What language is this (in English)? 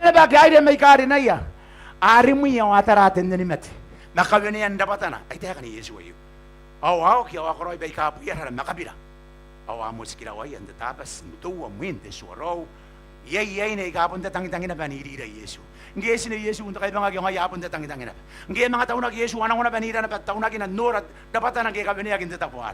Gilbertese